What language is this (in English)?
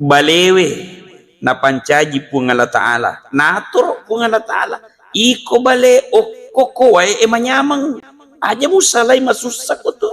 Buginese